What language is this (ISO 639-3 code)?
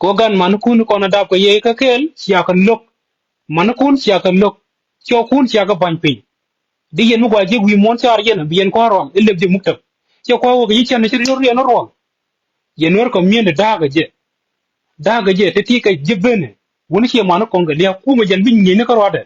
nus